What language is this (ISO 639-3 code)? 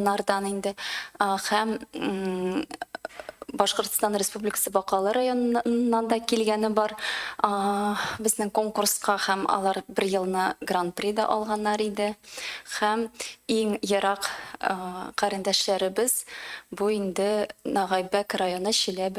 tat